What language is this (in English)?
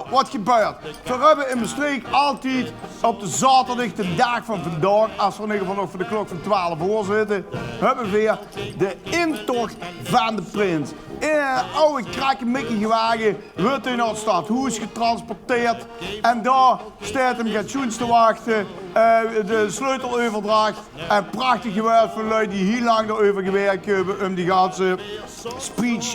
Limburgish